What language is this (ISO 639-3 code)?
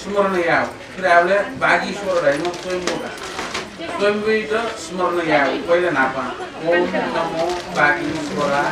new